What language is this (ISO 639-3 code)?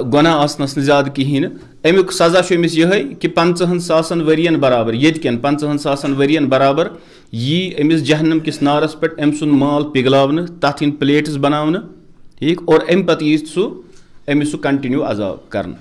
kas